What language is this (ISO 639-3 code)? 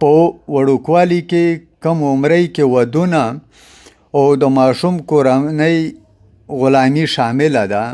pus